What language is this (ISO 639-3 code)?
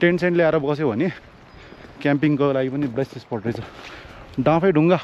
nep